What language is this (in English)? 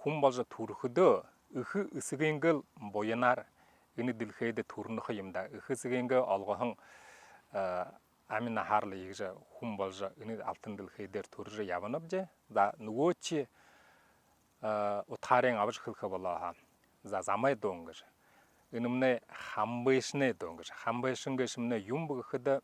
Buriat